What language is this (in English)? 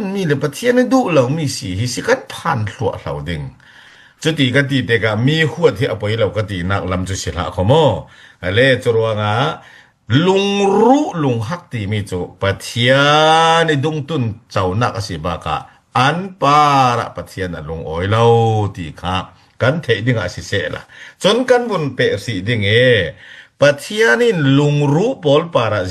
Falam Chin